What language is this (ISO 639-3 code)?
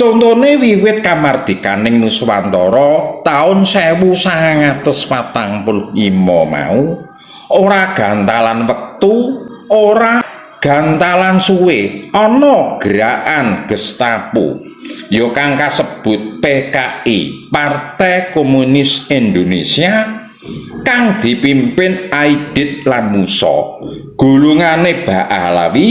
jav